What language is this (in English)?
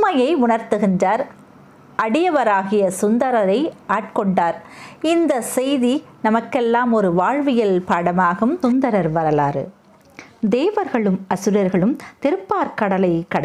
Tamil